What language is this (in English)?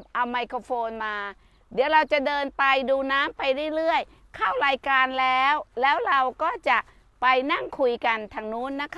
Thai